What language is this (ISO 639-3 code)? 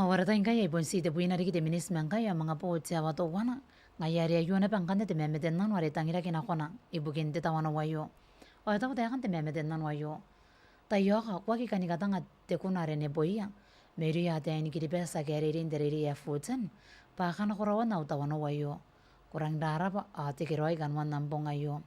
gil